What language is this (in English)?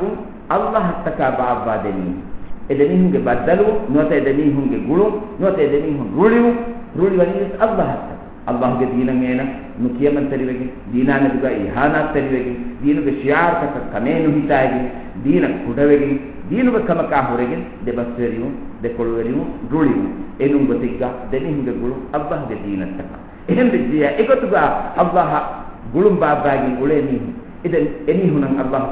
Divehi